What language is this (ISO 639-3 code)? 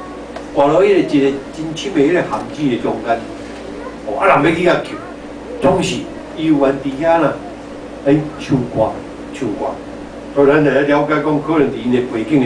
nan